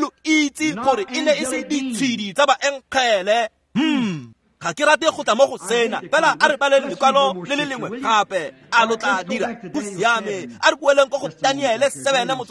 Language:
Tswana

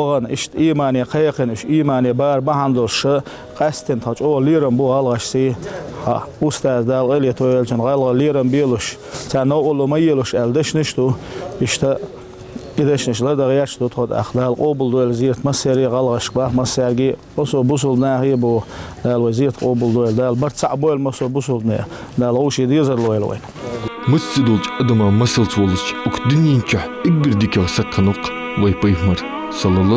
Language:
Ingush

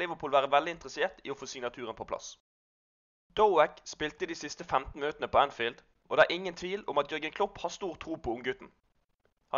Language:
Norwegian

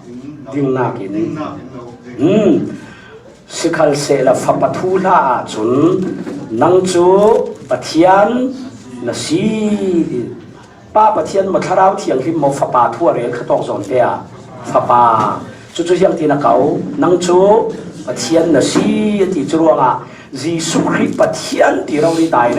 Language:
Falam Chin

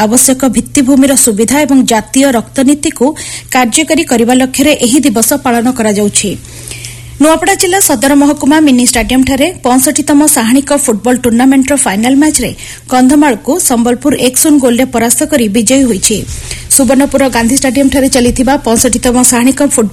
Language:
Odia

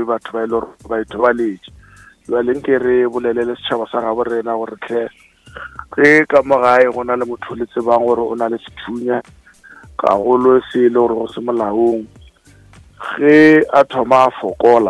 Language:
Northern Sotho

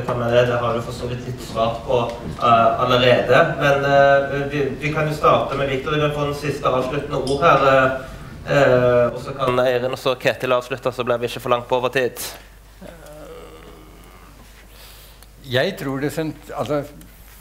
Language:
Norwegian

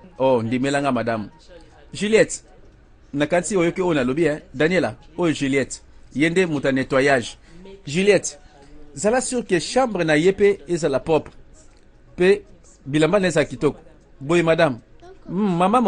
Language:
Lingala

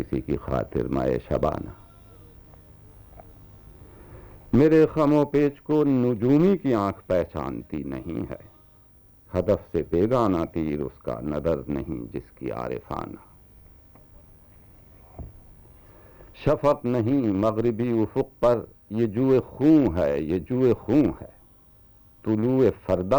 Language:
Urdu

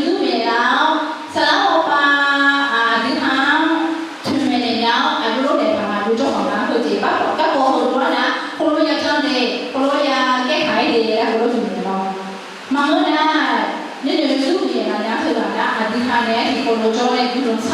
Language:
Akha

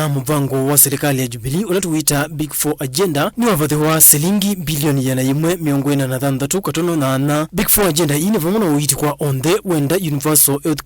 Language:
Kamba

